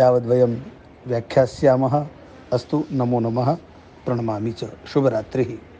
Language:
Sanskrit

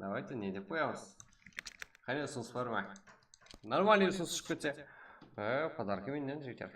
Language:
Kara-Kalpak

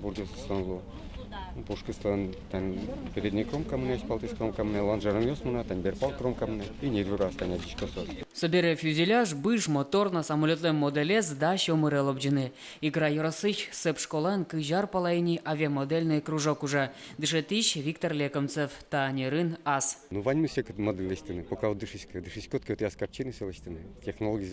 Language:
Udmurt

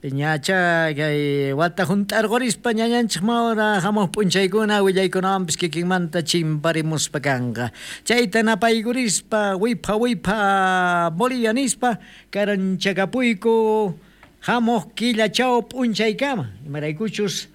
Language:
South Bolivian Quechua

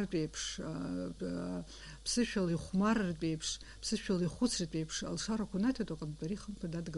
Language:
Abkhazian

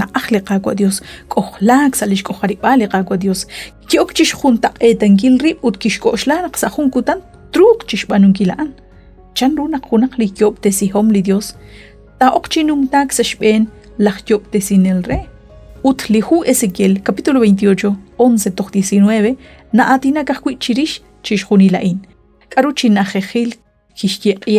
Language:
Kekchí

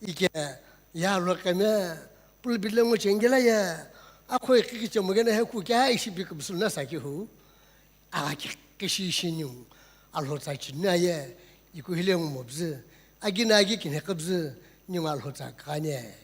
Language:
Sumi Naga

